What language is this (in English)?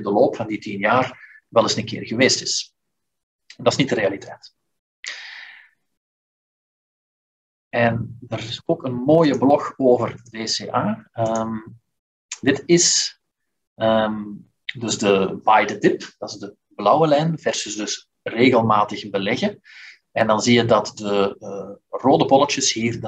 Dutch